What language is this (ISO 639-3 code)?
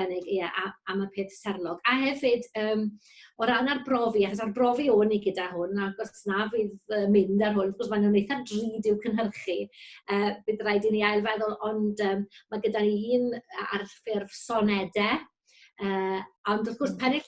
cym